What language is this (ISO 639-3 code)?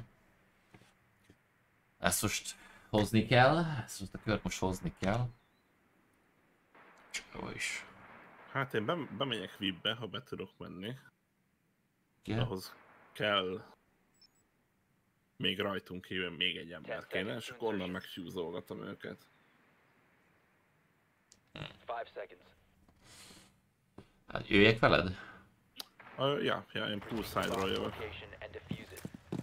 hun